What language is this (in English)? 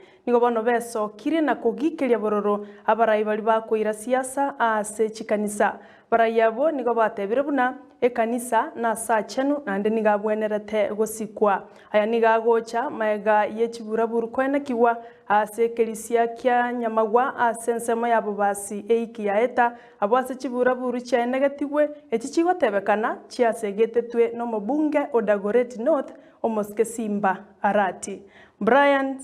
Gusii